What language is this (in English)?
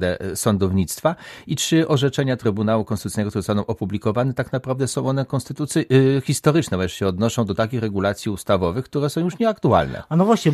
Polish